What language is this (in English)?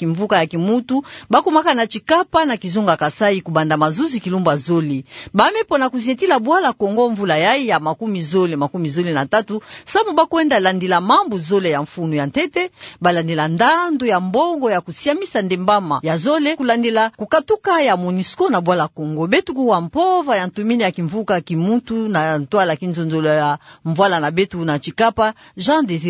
Kituba (Democratic Republic of Congo)